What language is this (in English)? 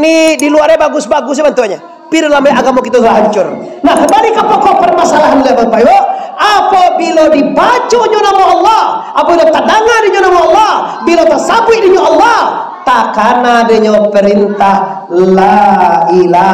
Minangkabau